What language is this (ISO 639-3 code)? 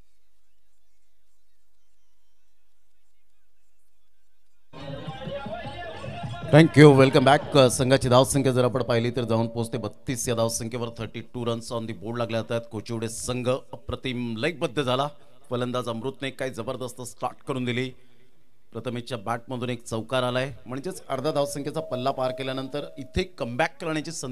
mar